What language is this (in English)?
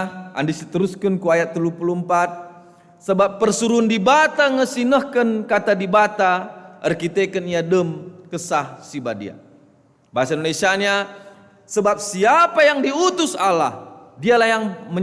Batak Karo